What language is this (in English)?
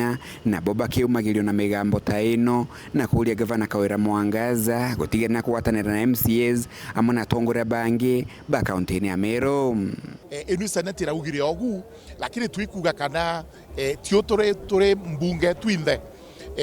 Meru